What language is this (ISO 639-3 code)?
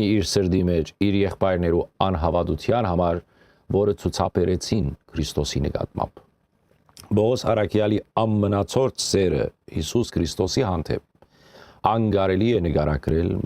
hyw